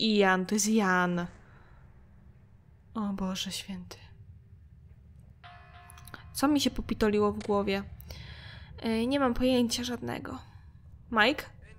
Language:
Polish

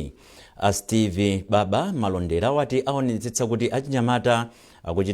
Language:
Nyanja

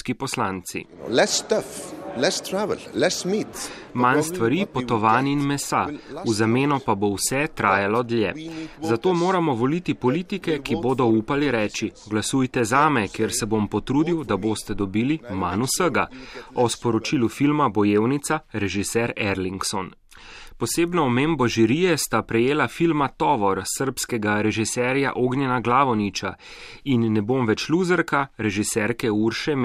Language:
Slovenian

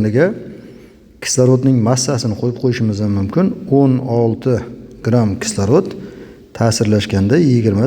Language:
Uzbek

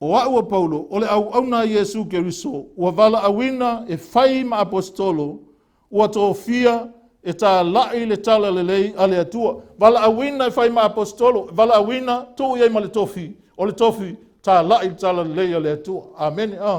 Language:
Samoan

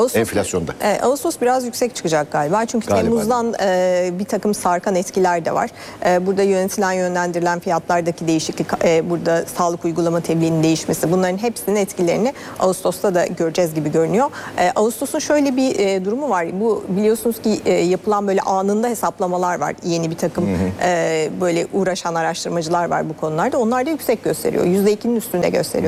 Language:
Turkish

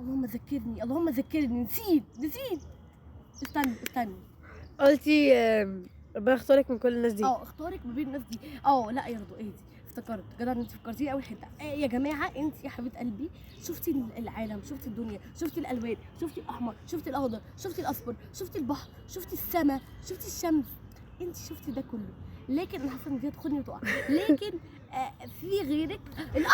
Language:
Egyptian Arabic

